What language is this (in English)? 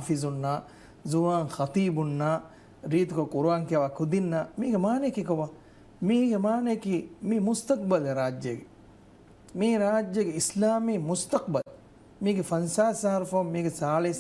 Divehi